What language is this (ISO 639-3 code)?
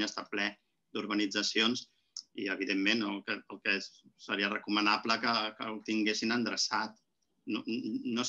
cat